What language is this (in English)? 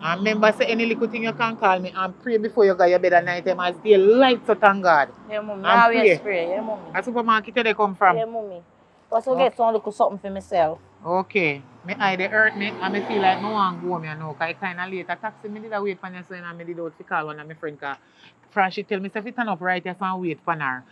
Jamaican Creole English